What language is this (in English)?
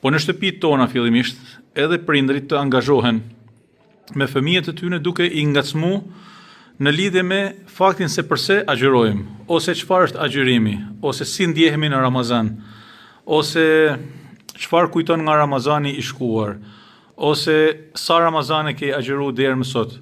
Albanian